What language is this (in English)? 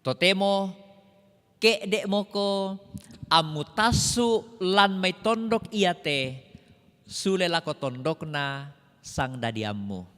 Toraja-Sa'dan